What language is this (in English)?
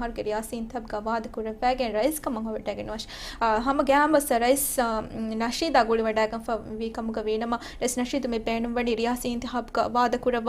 Divehi